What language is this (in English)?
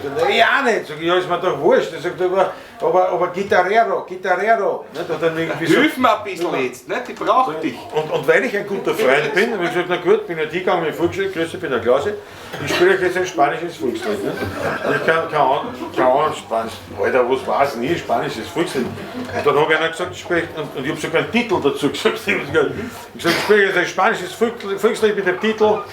Bavarian